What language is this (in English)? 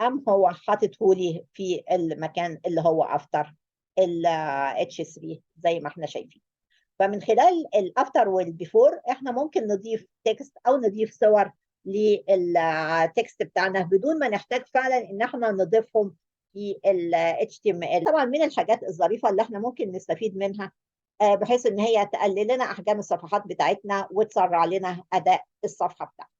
Egyptian Arabic